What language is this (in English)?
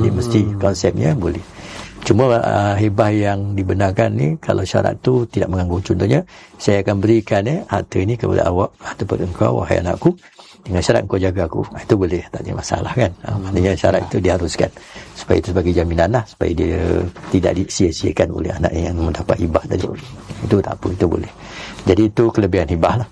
Malay